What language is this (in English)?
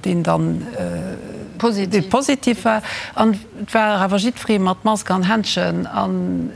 Luxembourgish